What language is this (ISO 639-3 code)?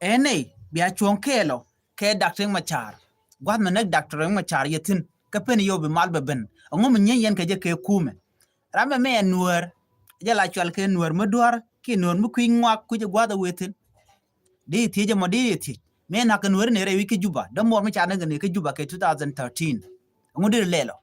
nus